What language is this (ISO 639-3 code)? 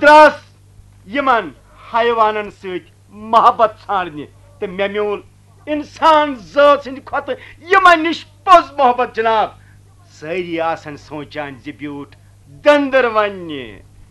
kas